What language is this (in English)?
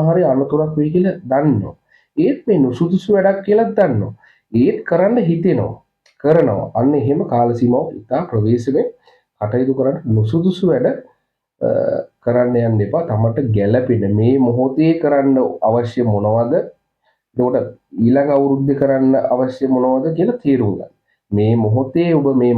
Sinhala